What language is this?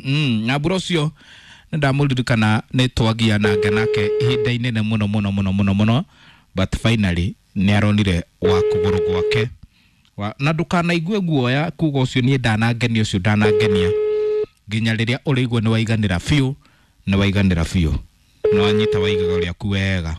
Kikuyu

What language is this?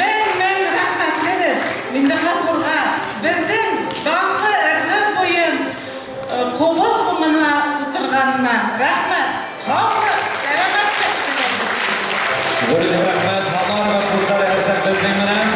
Bashkir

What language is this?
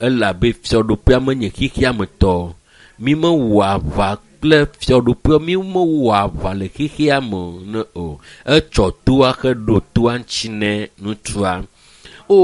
Ewe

